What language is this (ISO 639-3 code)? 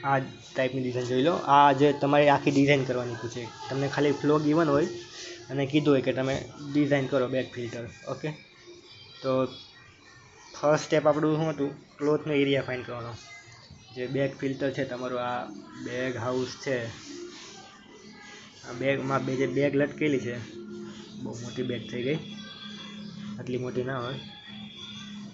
guj